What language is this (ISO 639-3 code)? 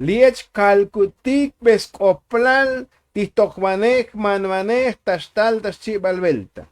tzo